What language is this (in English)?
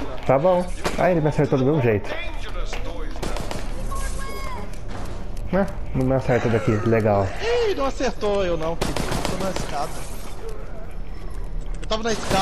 Portuguese